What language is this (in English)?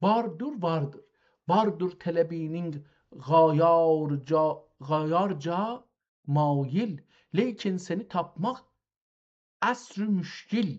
South Azerbaijani